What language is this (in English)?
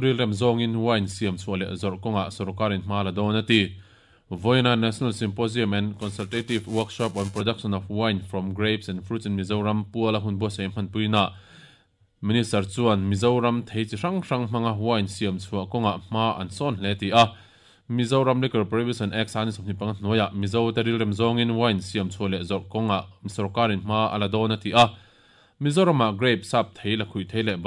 Mizo